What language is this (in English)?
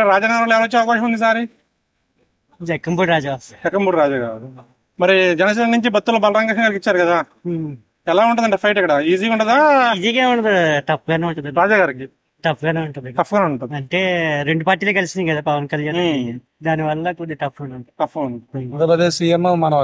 Telugu